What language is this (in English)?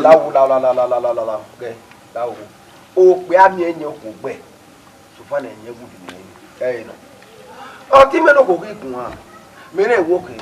Bini